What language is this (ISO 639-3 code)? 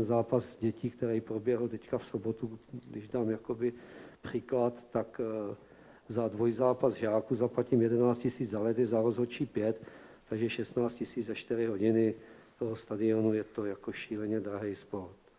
ces